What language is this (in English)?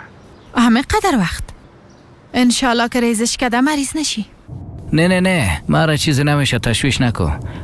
Persian